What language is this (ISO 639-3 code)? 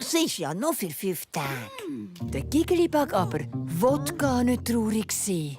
gsw